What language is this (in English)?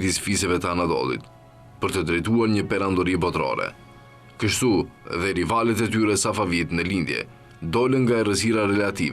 Albanian